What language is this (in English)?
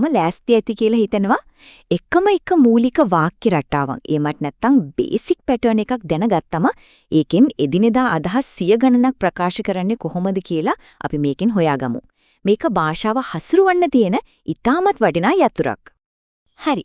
Sinhala